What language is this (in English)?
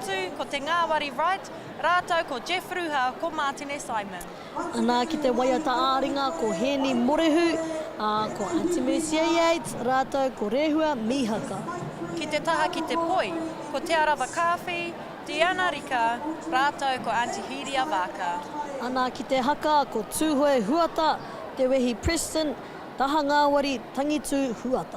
Māori